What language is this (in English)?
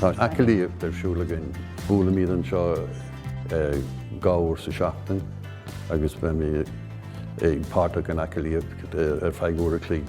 Irish